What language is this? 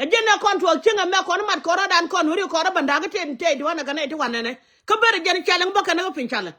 Nuer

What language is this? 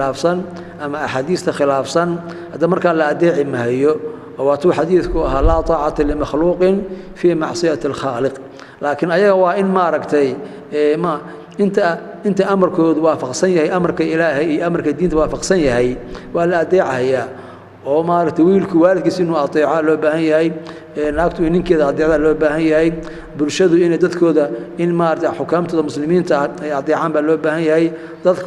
Somali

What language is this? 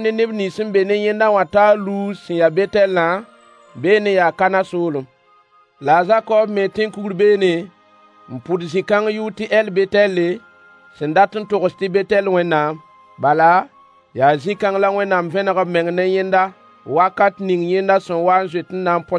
Mossi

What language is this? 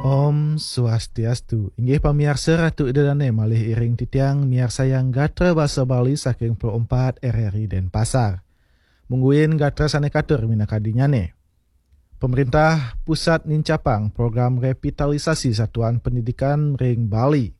Balinese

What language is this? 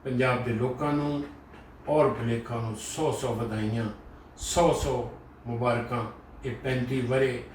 Western Panjabi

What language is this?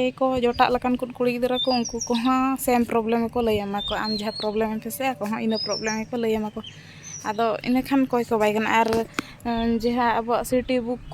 Santali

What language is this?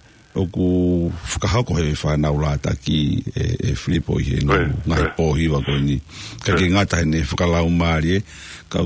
Tongan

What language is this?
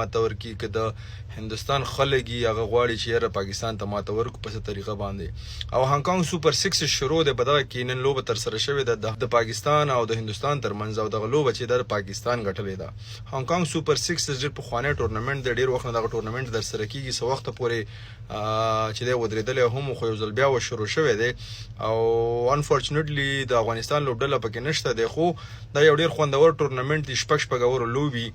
Pashto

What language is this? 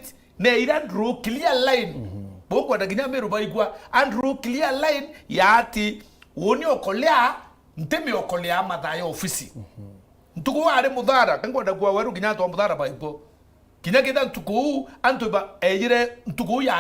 Meru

